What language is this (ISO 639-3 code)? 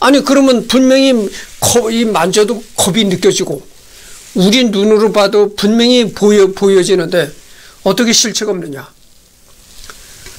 kor